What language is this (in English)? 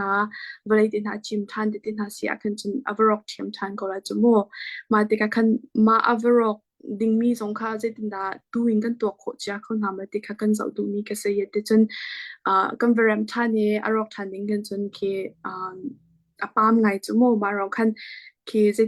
Hakha Chin